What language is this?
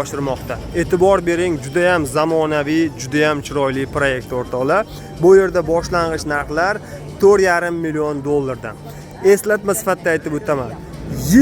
Uzbek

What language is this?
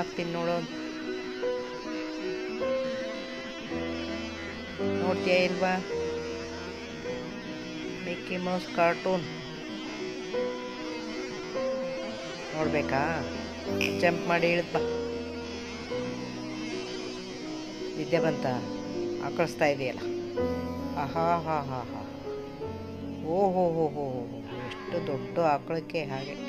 Kannada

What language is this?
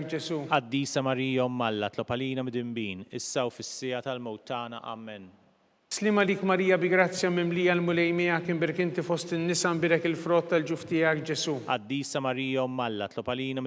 Maltese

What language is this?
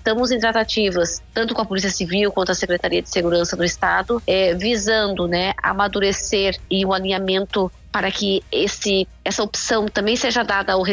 Portuguese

